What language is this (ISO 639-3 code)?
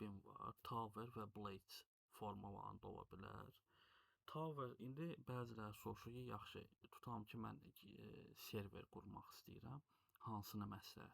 aze